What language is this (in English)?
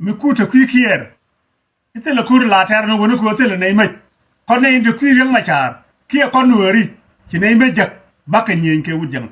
Nuer